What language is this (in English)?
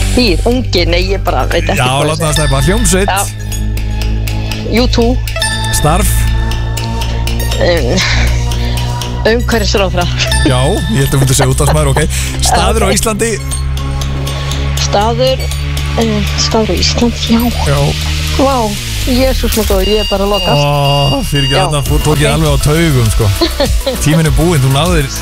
Icelandic